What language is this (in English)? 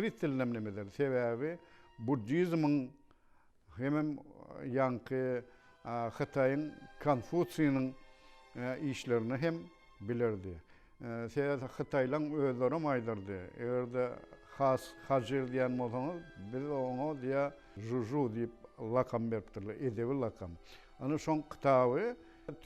Turkmen